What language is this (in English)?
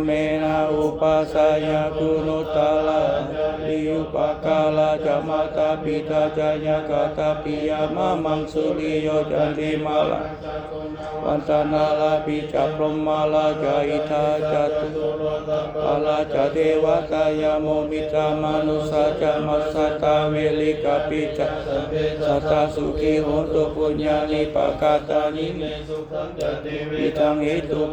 Pali